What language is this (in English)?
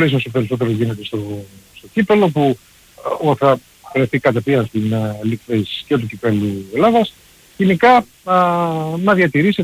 Greek